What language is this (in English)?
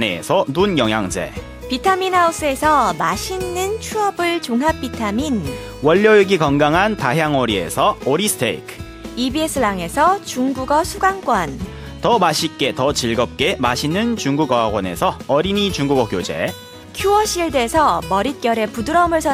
Korean